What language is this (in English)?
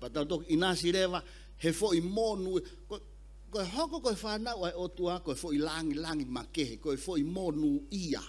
Tongan